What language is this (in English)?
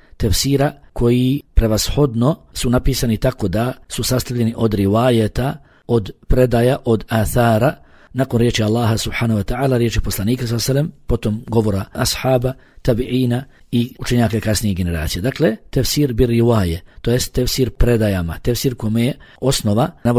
Bosnian